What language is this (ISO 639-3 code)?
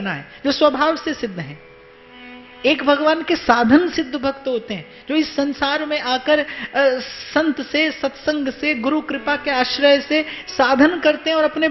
hin